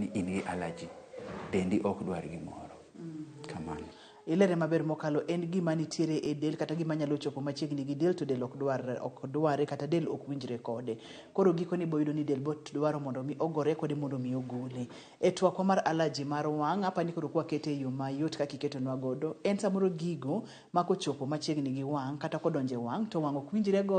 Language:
Luo (Kenya and Tanzania)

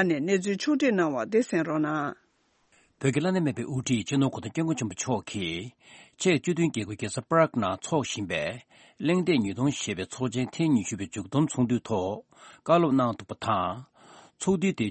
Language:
Tibetan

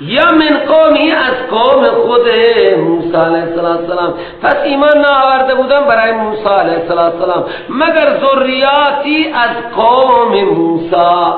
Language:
Persian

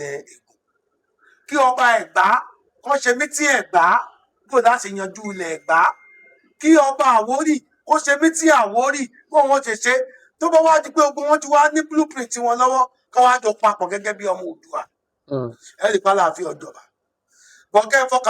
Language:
Yoruba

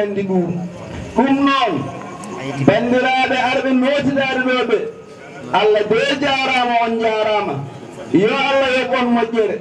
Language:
Fula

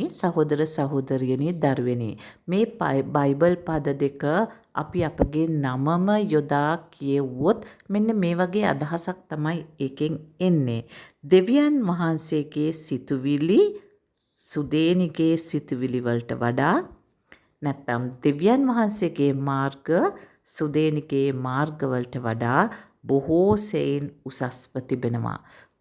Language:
Sinhala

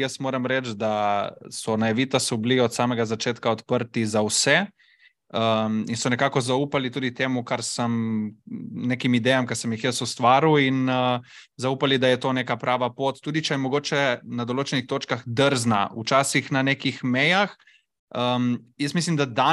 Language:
Slovenian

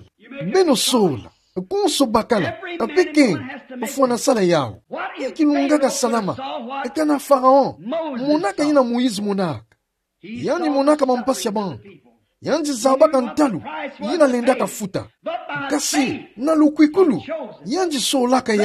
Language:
Kituba (Democratic Republic of Congo)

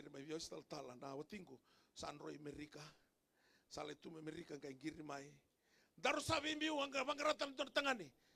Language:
Fijian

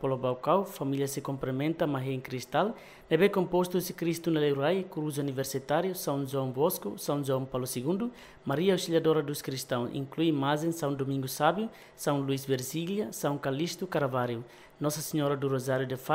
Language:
Tetum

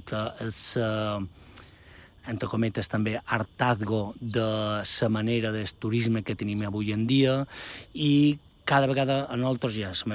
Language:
Catalan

